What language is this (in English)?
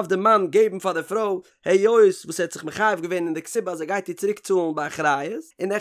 Yiddish